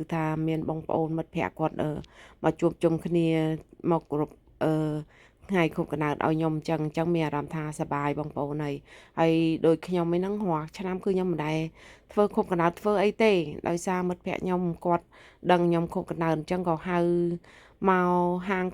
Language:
Khmer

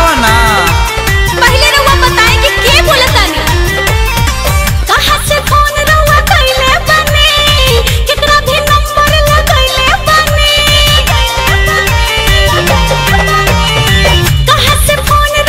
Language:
Bhojpuri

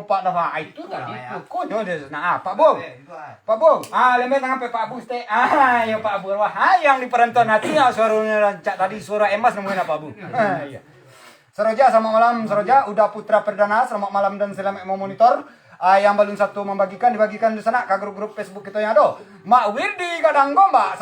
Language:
Minangkabau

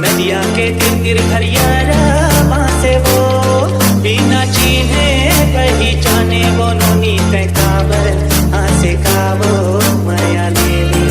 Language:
Chhattisgarhi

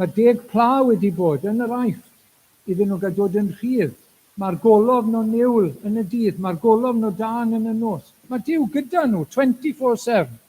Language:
Welsh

